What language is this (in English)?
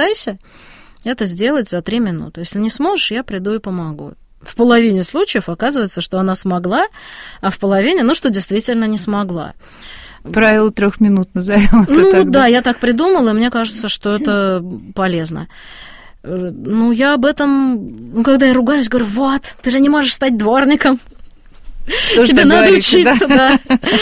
Russian